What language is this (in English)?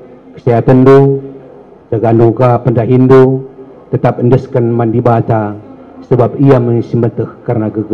Batak Karo